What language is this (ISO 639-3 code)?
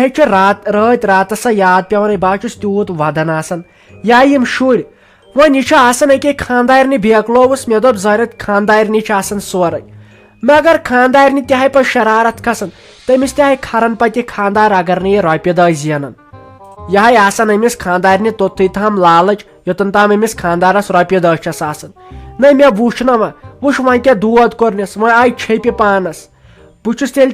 kas